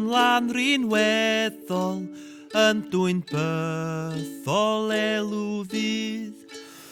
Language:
Welsh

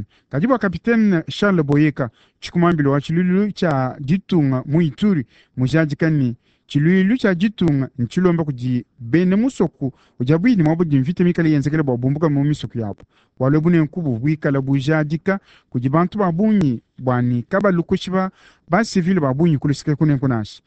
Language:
Luba-Lulua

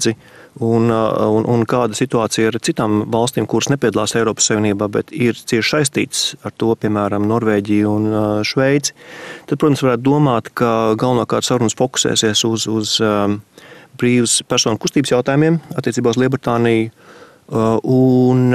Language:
Latvian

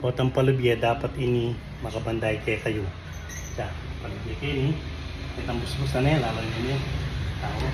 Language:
Pampanga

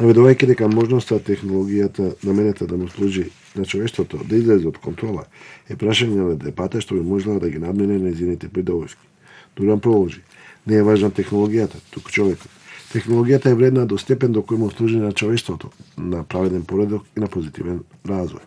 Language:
Macedonian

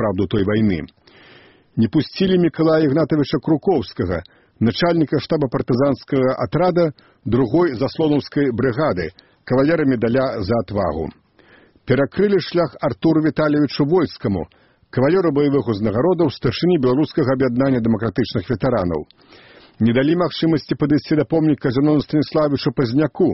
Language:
Belarusian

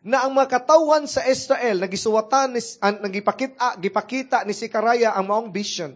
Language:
Cebuano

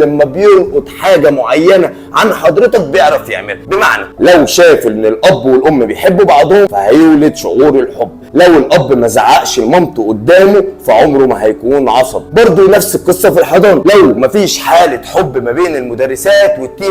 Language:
Egyptian Arabic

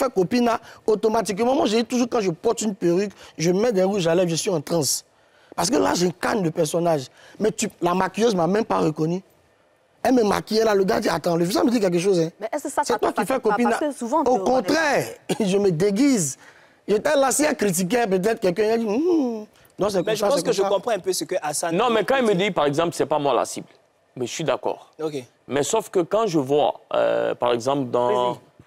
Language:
French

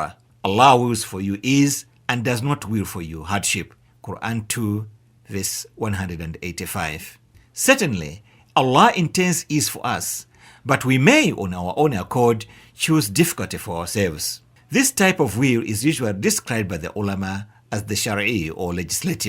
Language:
English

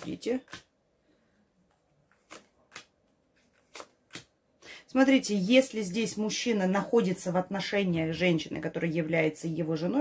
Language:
Russian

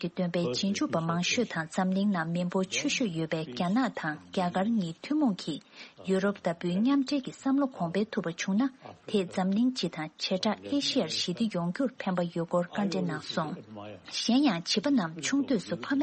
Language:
Tibetan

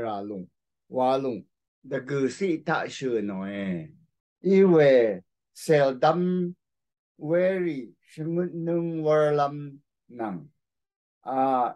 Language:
Rawang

